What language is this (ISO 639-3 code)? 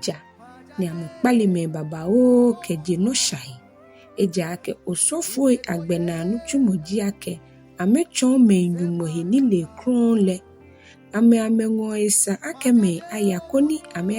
gaa